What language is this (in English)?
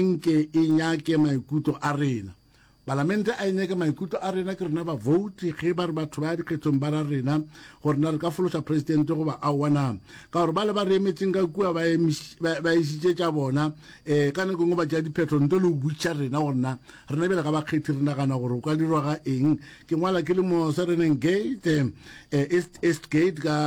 Northern Sotho